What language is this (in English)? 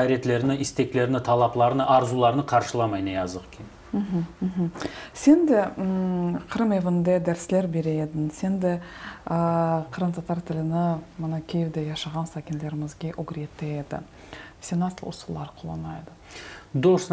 Crimean Tatar